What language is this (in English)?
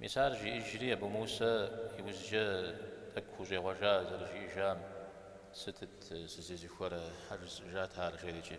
Kabardian